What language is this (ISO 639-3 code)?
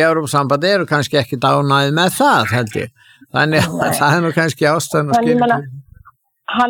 isl